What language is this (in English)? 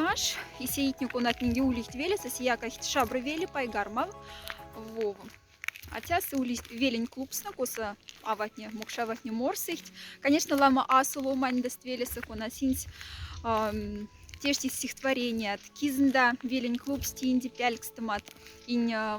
Moksha